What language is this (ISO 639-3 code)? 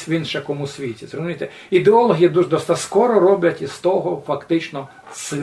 rue